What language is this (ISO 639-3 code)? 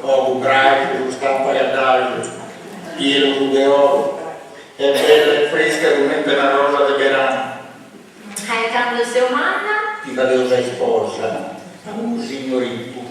srd